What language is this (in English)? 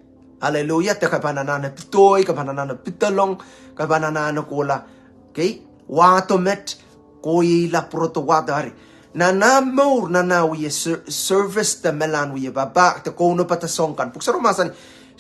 Pohnpeian